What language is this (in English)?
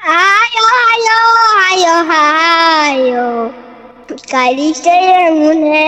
Manipuri